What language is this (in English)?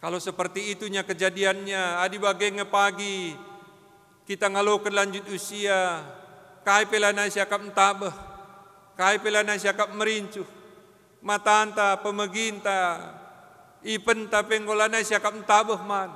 Batak Karo